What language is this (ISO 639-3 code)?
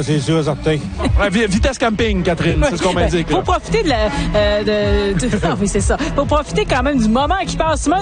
fra